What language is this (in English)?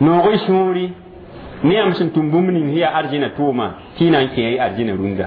Mossi